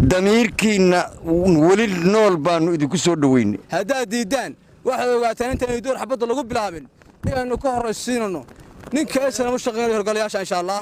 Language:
Somali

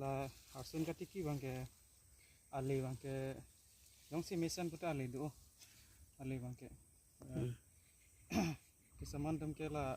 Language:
Karbi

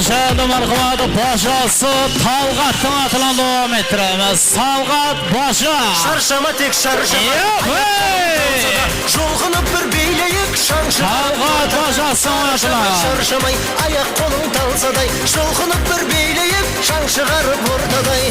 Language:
Kara-Kalpak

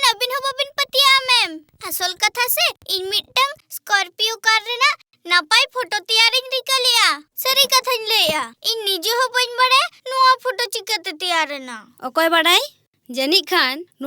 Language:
Santali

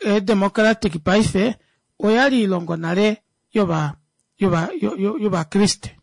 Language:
Kuanyama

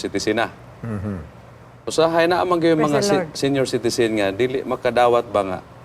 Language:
Cebuano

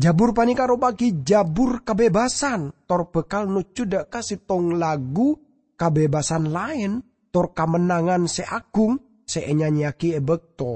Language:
Madurese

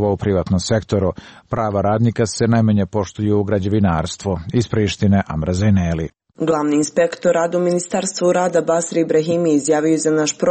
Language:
Serbian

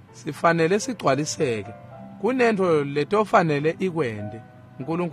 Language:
Swati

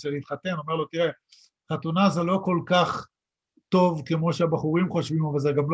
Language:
Hebrew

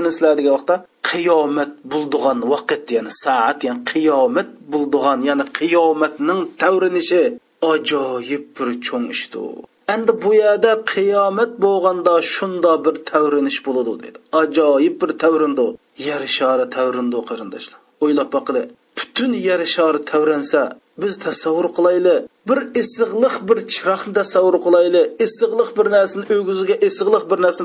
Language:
Uyghur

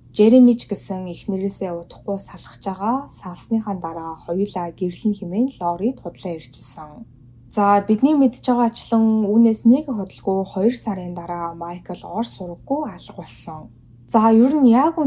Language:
Mongolian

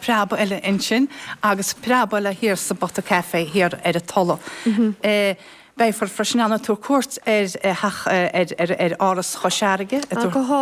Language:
Irish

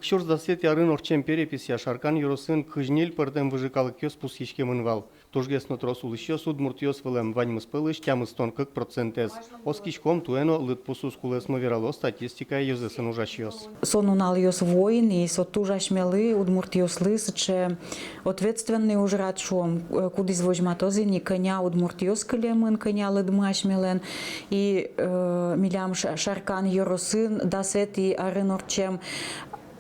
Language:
Udmurt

